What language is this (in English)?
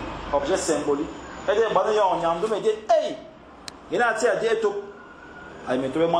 Fang